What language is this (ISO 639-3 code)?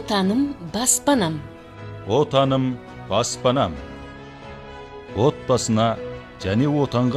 kaz